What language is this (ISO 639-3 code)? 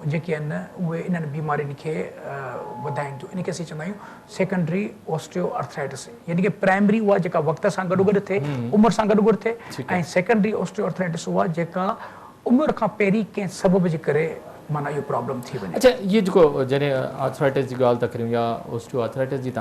snd